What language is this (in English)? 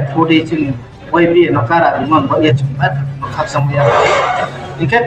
Riang (India)